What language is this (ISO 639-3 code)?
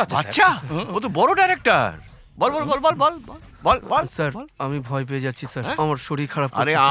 ben